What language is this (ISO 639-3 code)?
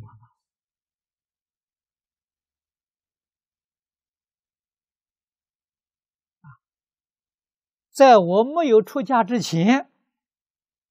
zho